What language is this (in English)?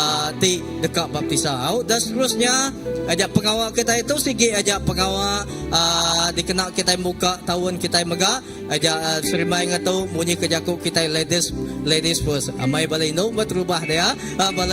Iban